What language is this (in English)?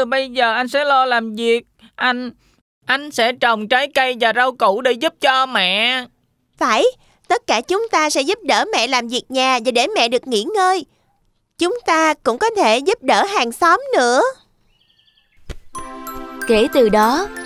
Vietnamese